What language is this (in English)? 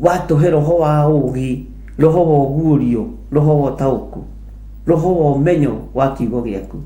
Kikuyu